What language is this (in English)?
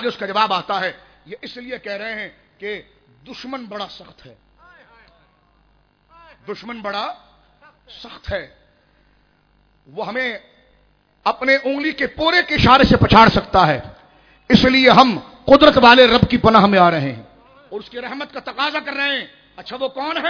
Urdu